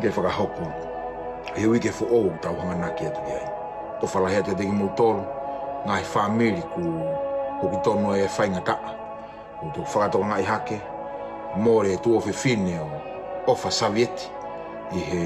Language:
Tongan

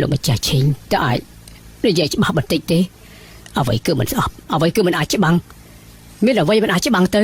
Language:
Khmer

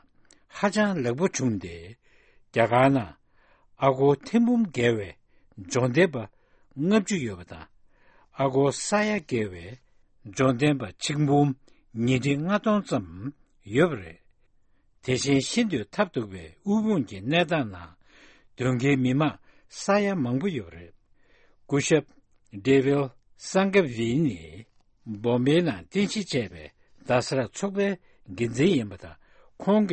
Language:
Tibetan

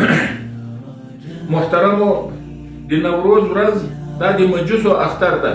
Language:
Pashto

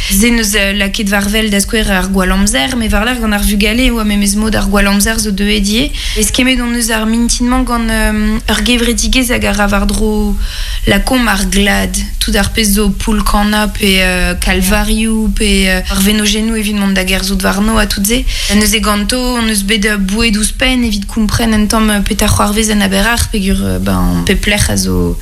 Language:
Breton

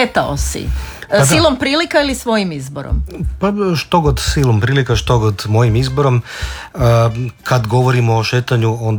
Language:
Croatian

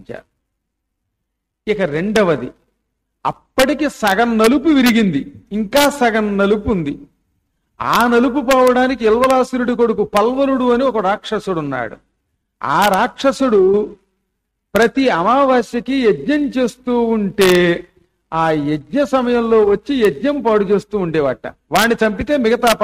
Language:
Telugu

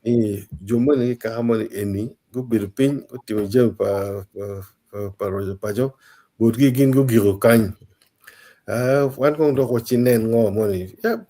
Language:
Acoli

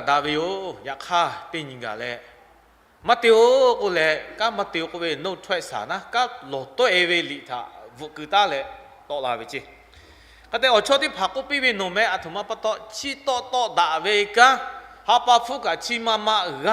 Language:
Lahu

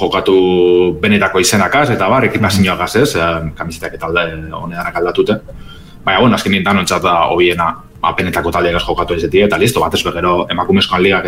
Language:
Basque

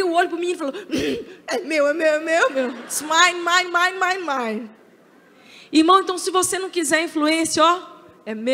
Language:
Portuguese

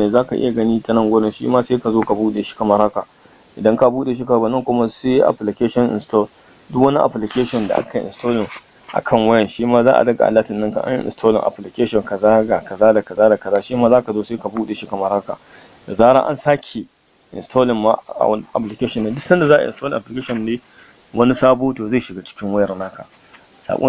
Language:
Hausa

